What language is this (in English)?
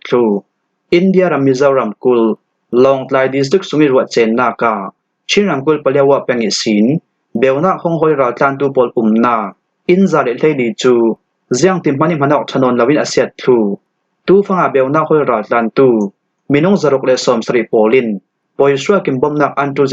Falam Chin